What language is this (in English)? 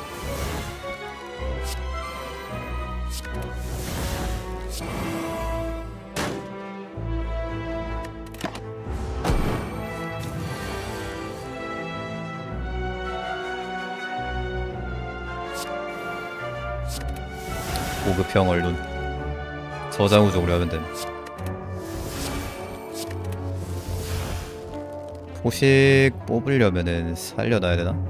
Korean